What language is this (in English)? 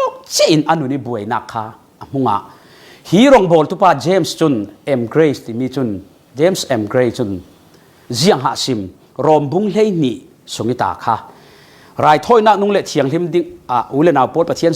Falam Chin